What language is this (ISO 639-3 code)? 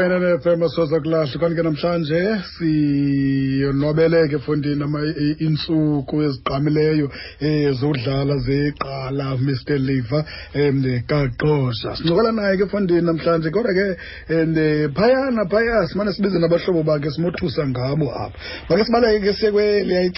xho